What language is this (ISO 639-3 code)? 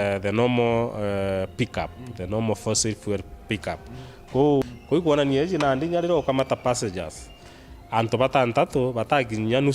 mer